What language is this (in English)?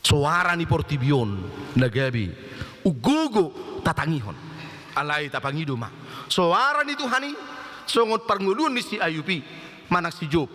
Batak Toba